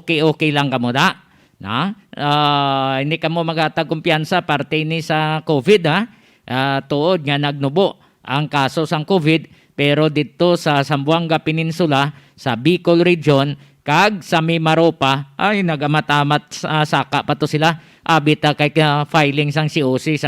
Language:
Hiligaynon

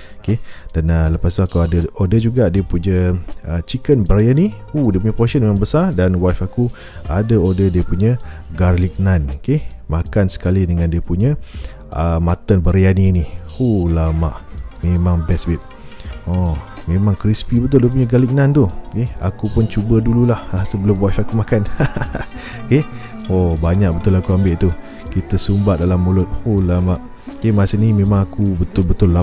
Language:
Malay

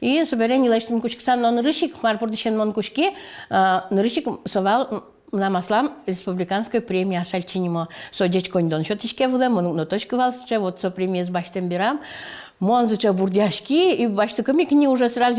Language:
Udmurt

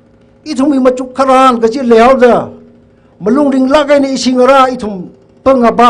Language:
Tangkhul Naga (India)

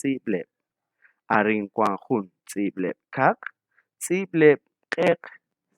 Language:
Kekchí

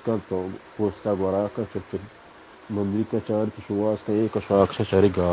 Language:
Baluchi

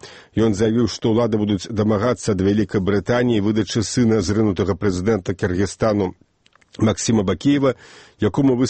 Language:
Belarusian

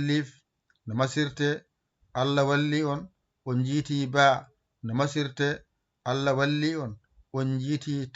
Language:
Fula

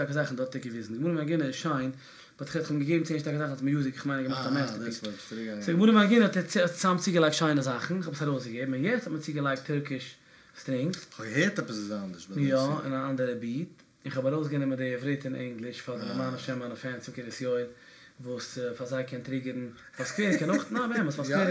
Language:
Yiddish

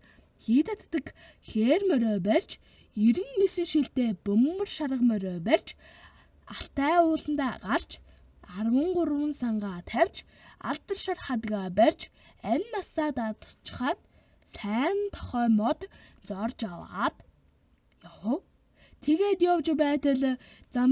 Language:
Mongolian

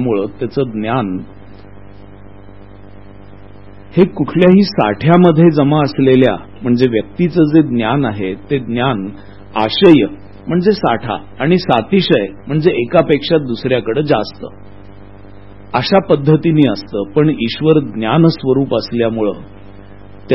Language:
Marathi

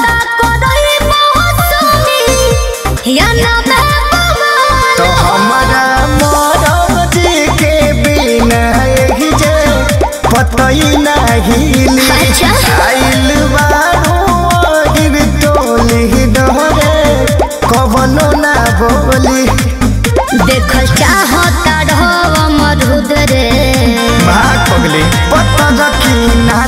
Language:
Bhojpuri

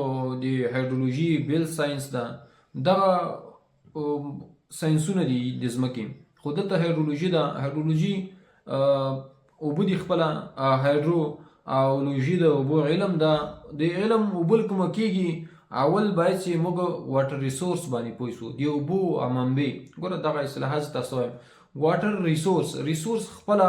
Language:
Pashto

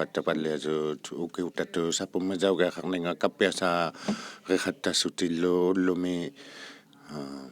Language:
Inuktitut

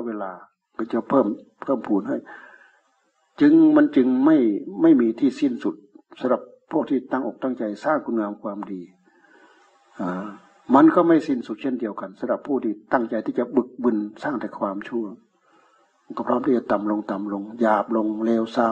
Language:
Thai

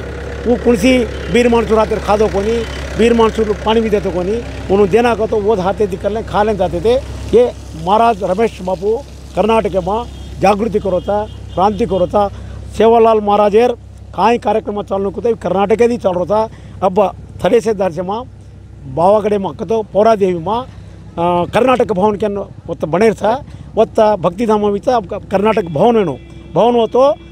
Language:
Lambadi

